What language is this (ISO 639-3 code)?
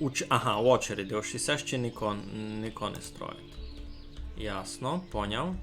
rue